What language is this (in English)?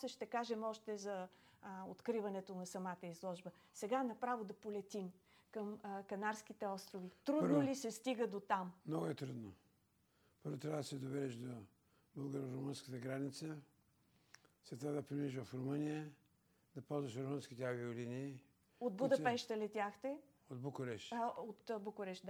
Bulgarian